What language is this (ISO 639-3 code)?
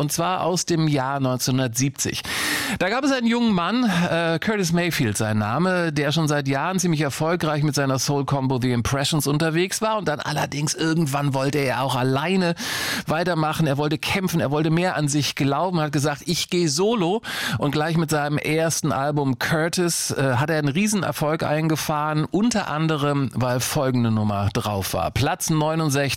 deu